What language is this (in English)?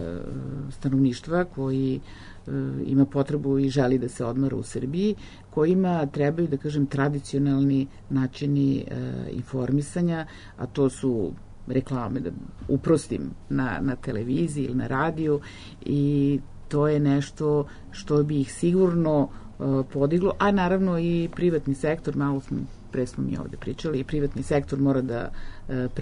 Serbian